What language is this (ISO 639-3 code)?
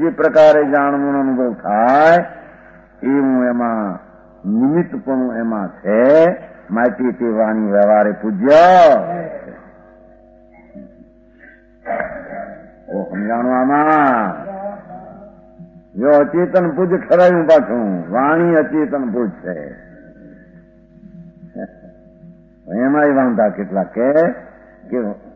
guj